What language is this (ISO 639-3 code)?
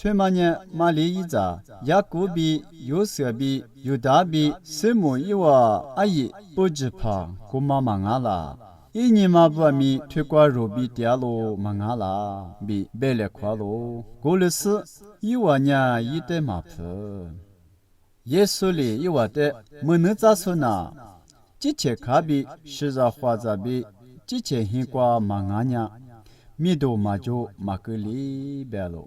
lis